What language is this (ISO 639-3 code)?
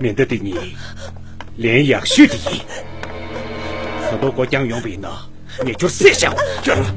bod